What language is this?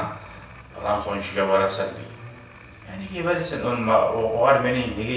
Kumyk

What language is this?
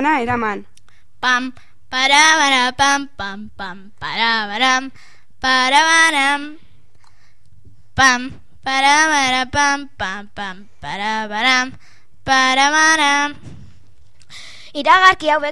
Basque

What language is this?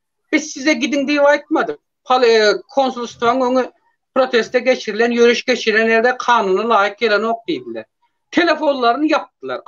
Turkmen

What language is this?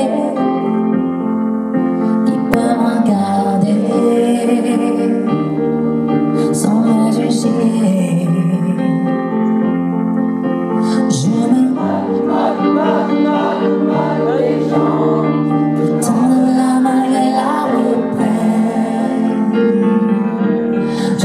French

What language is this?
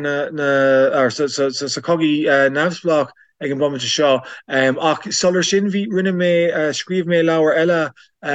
Irish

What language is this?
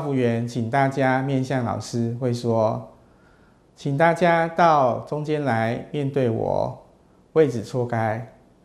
Hakka Chinese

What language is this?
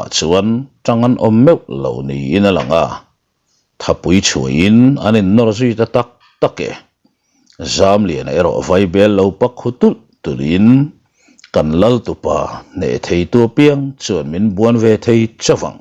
Mizo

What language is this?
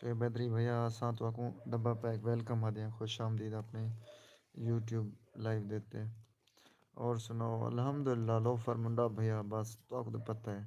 Saraiki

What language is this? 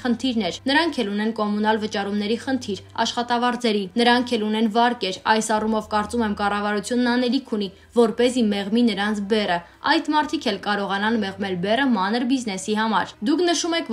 Armenian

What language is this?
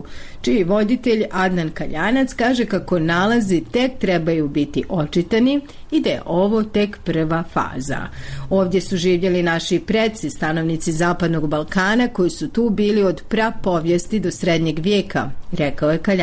Bosnian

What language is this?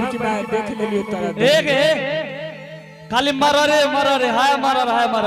Angika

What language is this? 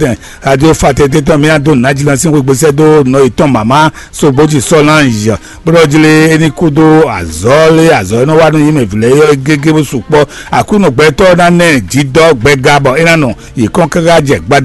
Fon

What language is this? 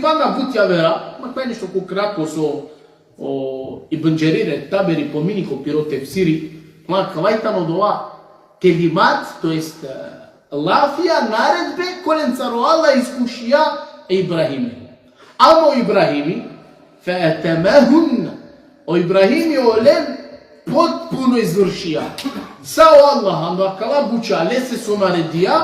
Balkan Romani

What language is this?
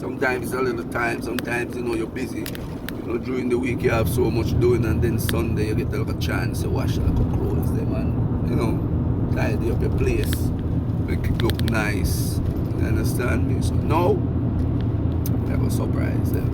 Jamaican Creole English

